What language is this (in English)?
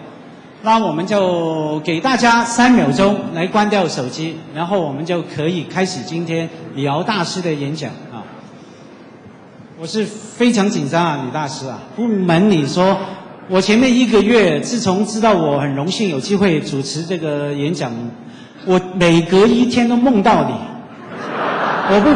Chinese